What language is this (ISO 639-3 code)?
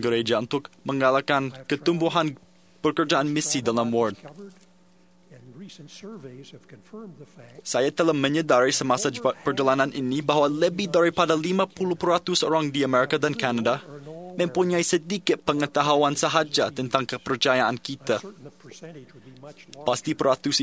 msa